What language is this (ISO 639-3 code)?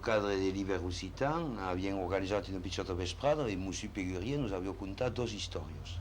oci